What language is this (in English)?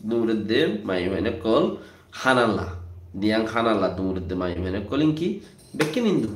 Rohingya